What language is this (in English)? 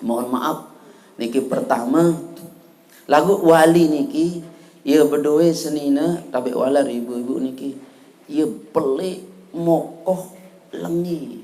Sasak